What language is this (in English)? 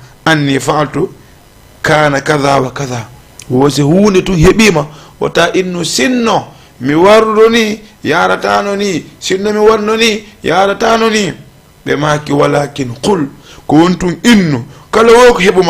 Fula